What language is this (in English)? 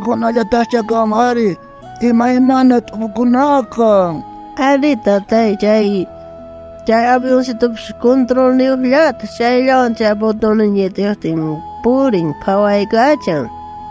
South Bolivian Quechua